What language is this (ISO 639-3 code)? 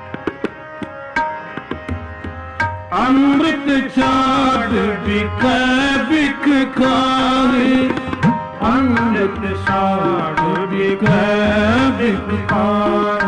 pan